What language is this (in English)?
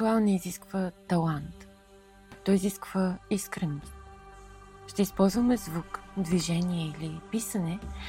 Bulgarian